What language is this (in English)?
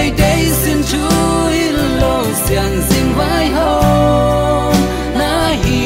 Tedim Chin